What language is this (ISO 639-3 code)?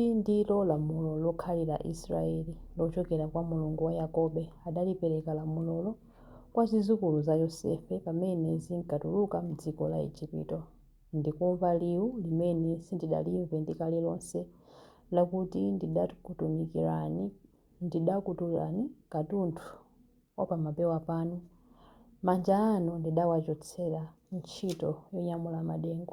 nya